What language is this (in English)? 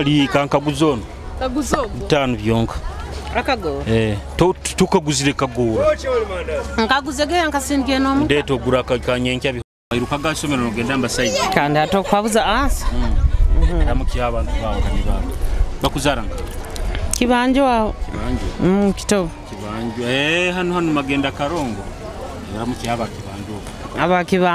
Nyoro